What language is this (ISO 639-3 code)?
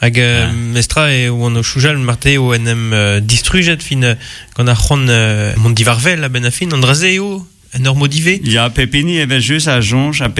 bre